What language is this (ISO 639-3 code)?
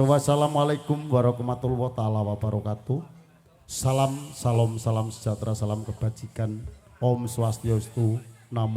jav